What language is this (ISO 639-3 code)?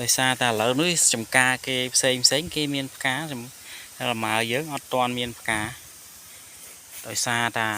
khm